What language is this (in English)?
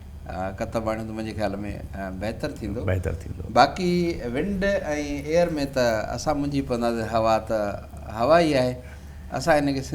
Sindhi